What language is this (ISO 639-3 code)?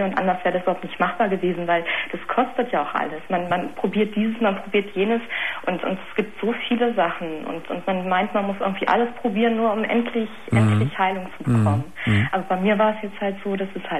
deu